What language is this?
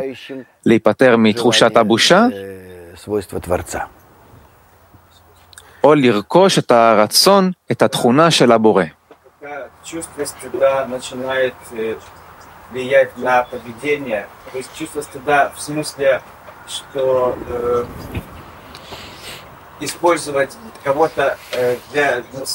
Hebrew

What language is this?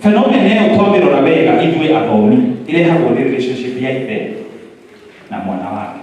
Kikuyu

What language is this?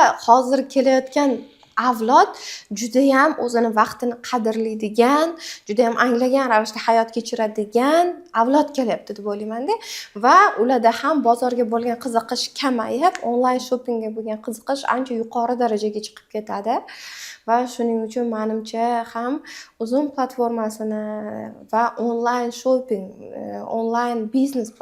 Uzbek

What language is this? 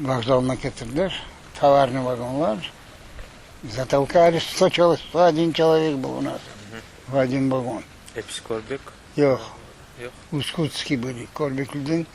Crimean Tatar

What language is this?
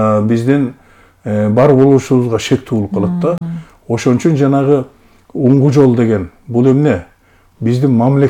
Kyrgyz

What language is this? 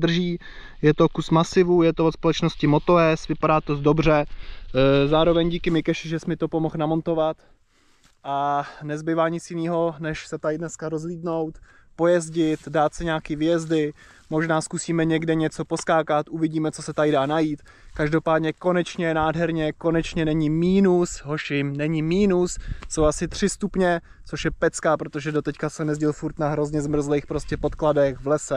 Czech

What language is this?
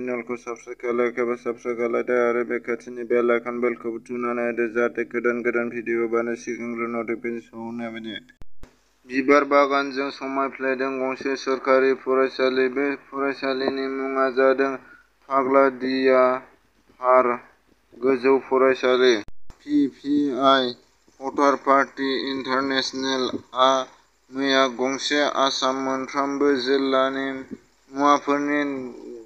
Bodo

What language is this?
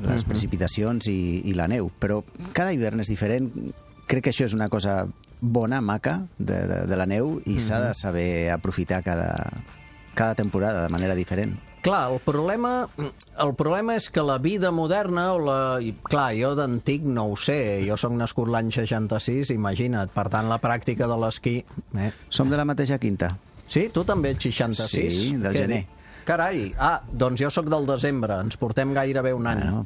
Catalan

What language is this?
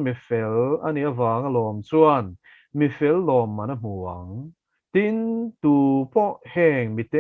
Mizo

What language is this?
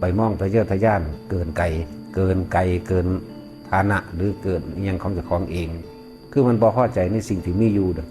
Northeastern Thai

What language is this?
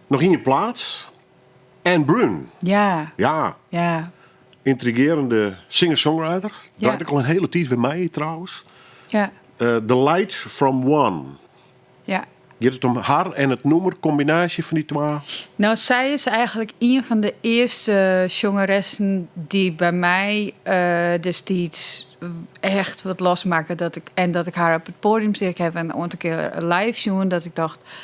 Western Frisian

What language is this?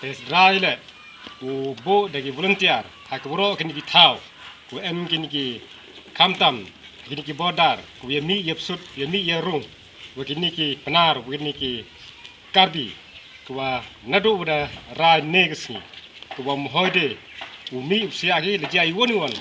Khasi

